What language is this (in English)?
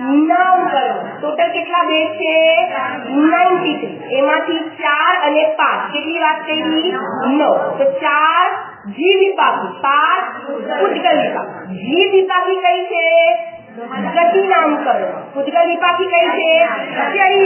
Gujarati